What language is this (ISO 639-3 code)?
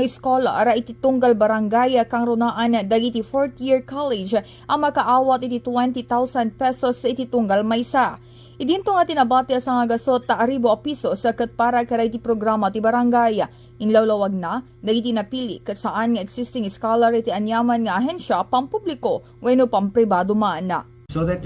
ilo